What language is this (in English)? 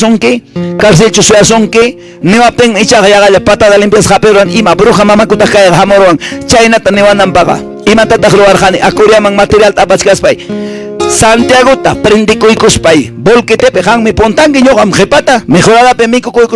Quechua